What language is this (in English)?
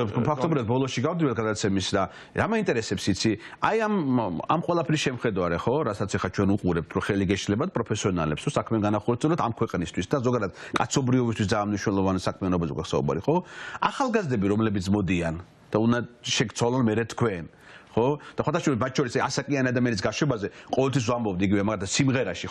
Georgian